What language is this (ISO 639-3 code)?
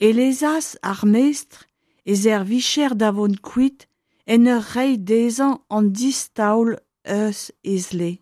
bre